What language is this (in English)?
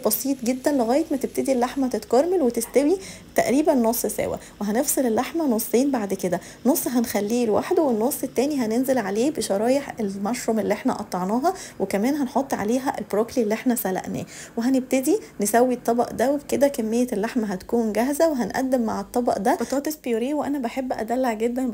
Egyptian Arabic